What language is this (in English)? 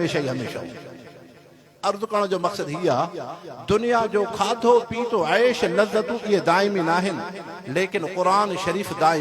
Sindhi